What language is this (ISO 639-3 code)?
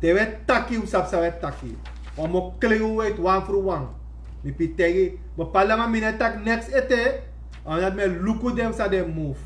srn